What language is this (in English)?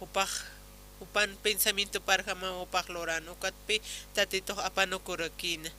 Aymara